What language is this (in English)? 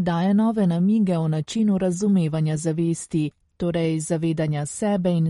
Slovenian